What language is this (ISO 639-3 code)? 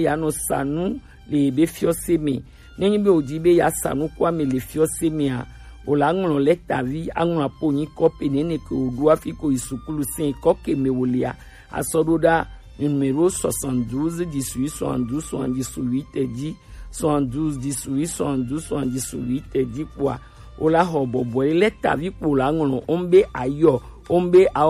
gej